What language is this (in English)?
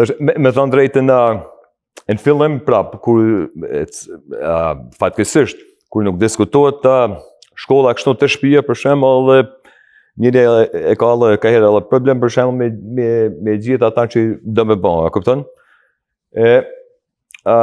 Albanian